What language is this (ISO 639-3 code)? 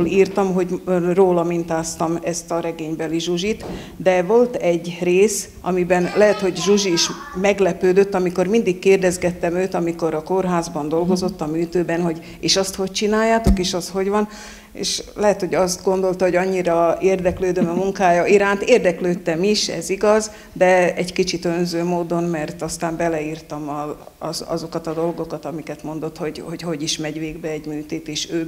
hun